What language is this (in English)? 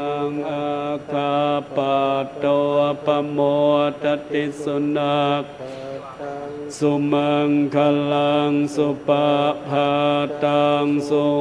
Pali